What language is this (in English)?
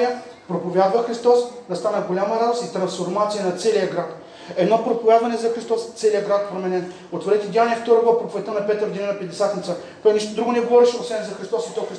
Bulgarian